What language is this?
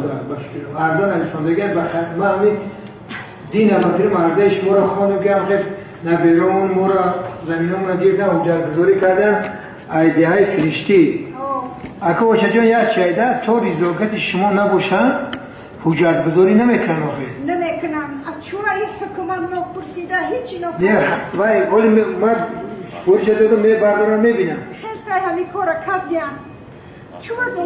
Tajik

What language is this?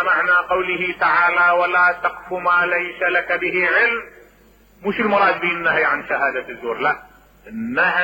Mesopotamian Arabic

